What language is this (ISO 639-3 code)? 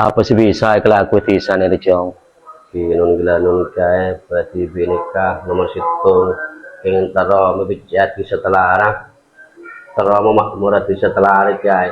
mad